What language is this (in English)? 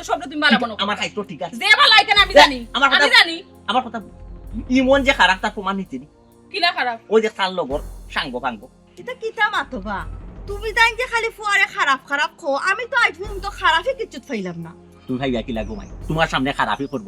Sylheti